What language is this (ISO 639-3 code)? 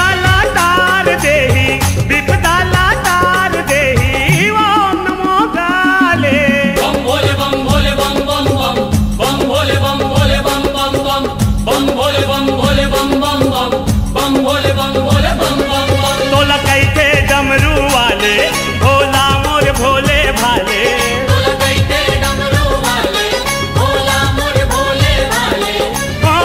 hne